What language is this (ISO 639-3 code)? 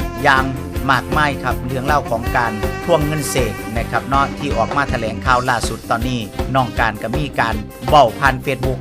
tts